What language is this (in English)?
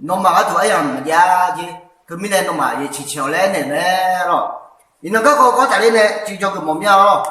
Akha